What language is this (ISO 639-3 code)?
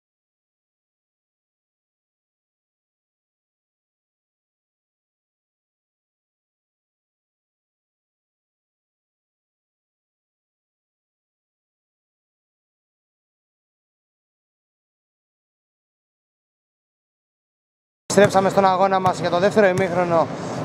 ell